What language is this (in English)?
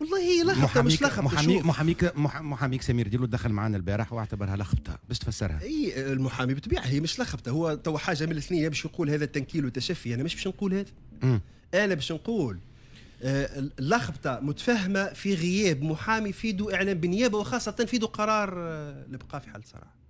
Tunisian Arabic